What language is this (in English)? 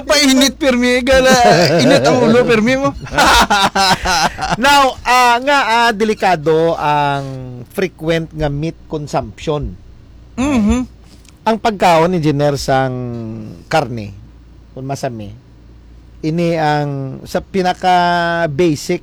Hiligaynon